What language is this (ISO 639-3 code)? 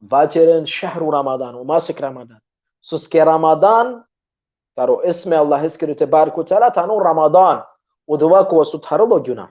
rmn